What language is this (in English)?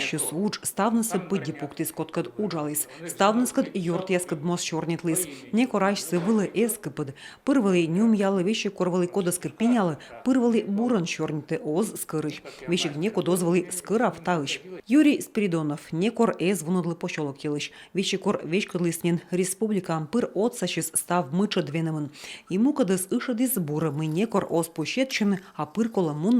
Komi